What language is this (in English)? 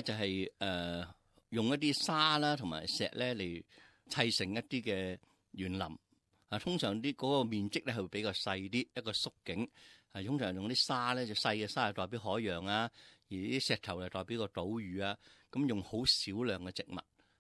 Cantonese